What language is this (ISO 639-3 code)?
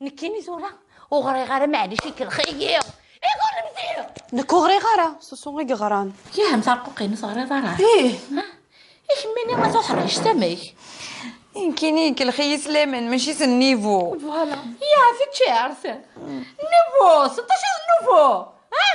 kab